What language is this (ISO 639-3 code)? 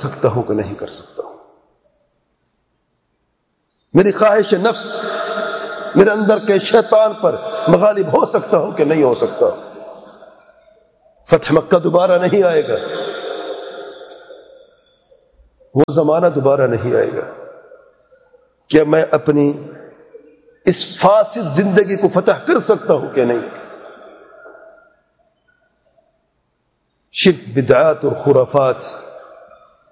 urd